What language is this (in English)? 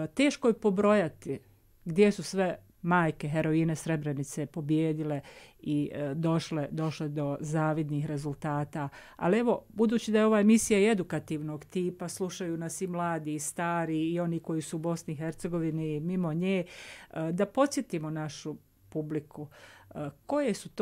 Bosnian